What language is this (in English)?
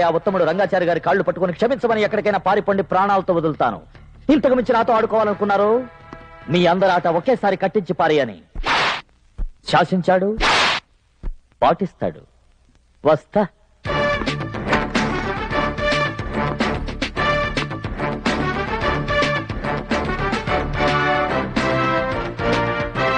Telugu